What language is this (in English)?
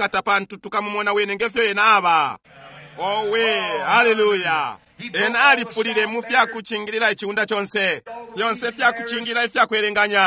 Bemba